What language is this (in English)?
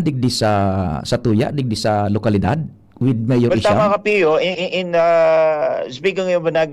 Bikol